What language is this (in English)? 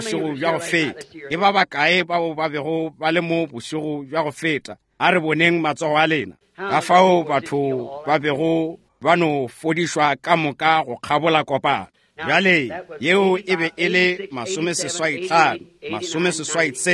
Northern Sotho